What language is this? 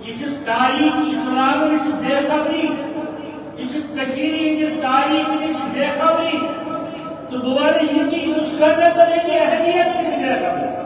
Kashmiri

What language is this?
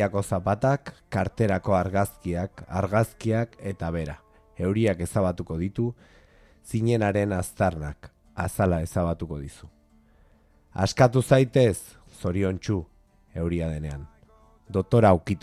Basque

